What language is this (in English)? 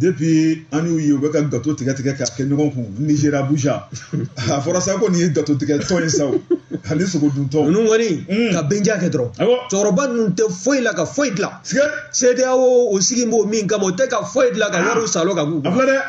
Bambara